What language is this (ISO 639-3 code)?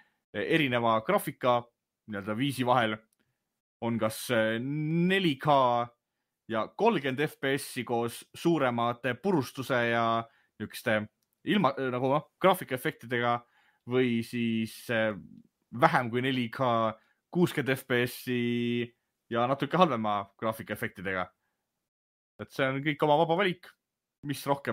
est